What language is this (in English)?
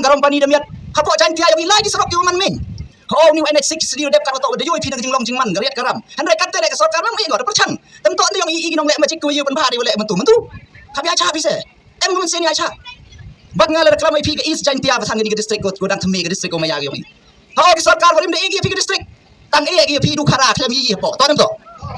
Khasi